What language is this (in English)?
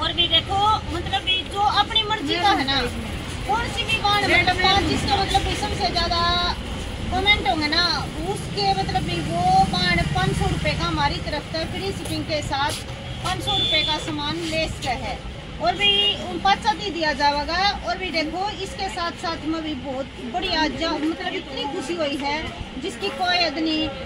Hindi